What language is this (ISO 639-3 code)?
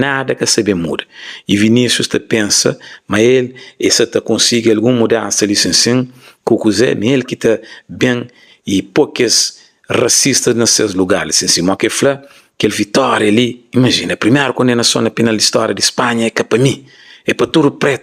kea